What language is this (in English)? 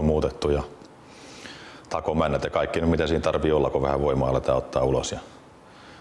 Finnish